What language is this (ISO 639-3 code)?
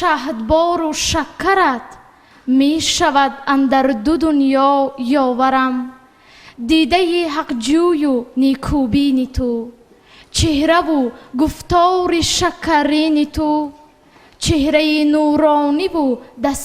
tgk